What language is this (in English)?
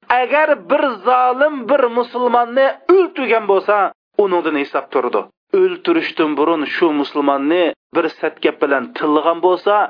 Uyghur